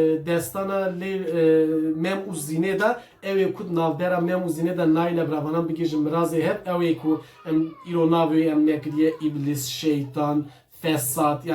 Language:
Kurdish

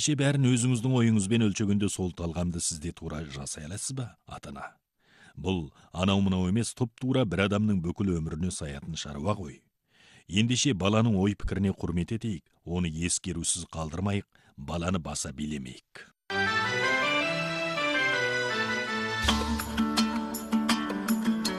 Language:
Kazakh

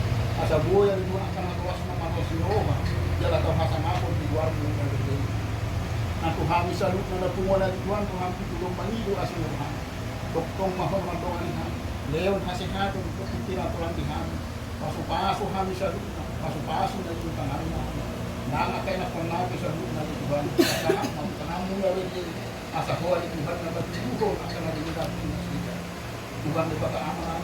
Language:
Batak Toba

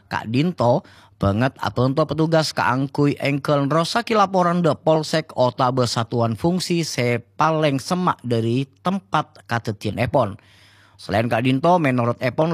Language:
Madurese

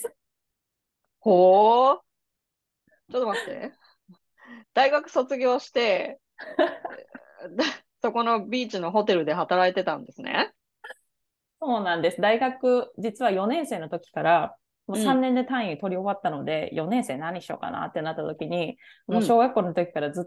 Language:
Japanese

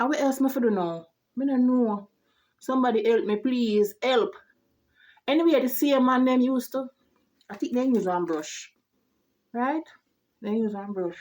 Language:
Jamaican Creole English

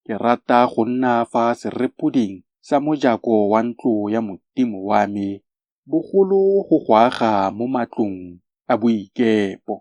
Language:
Tswana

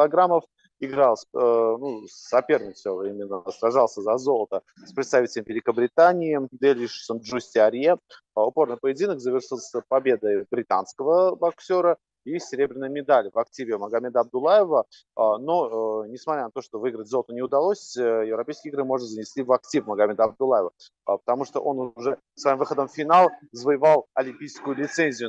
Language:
Russian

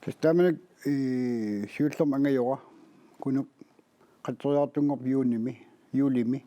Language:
Kalaallisut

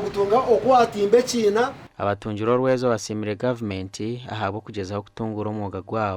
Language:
Nyankole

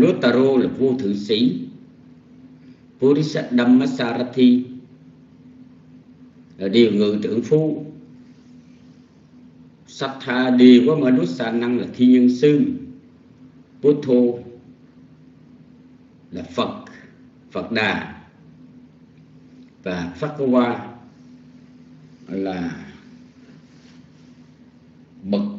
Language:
Vietnamese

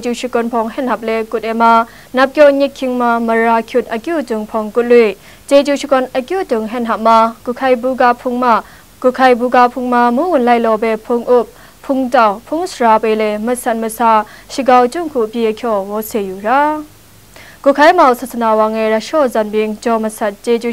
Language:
Kachin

